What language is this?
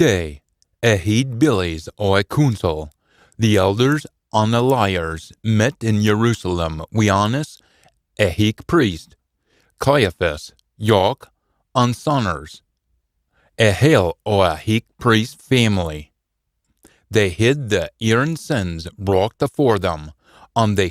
Scots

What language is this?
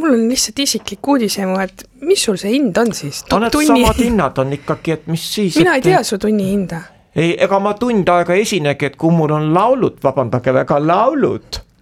Estonian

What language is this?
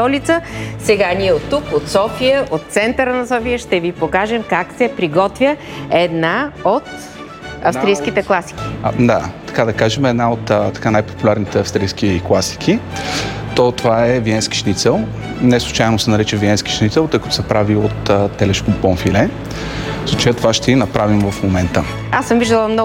Bulgarian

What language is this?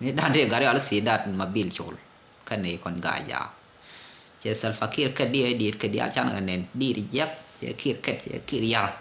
Nuer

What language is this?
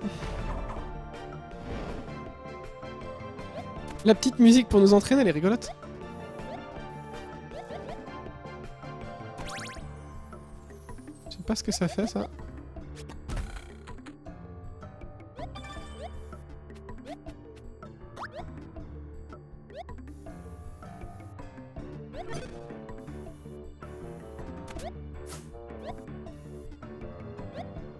French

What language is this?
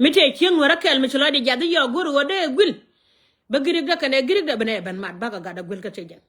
Nuer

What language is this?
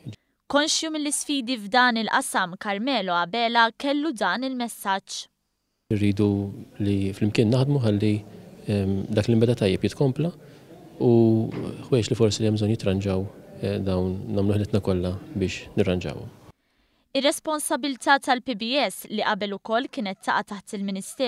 Maltese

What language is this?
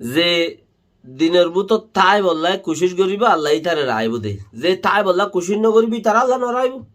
Rohingya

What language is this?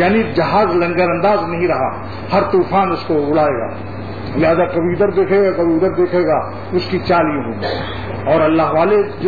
Urdu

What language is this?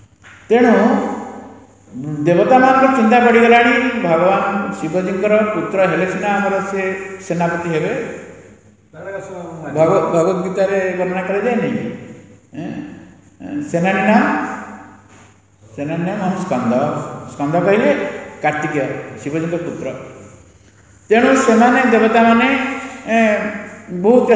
Odia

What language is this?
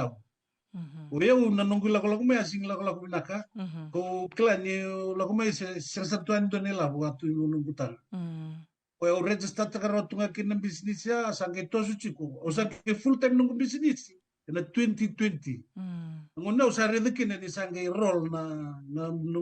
Fijian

